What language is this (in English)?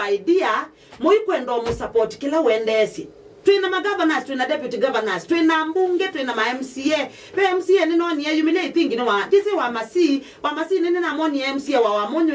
Kamba